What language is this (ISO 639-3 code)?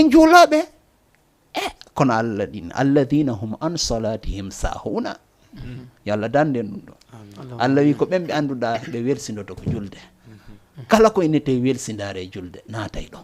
ful